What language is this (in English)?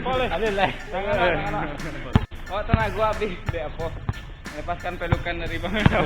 Minangkabau